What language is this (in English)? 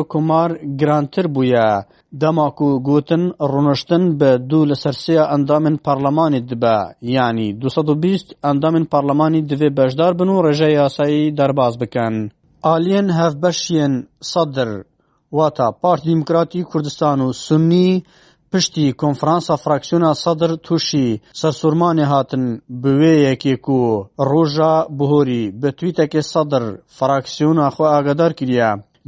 Kurdish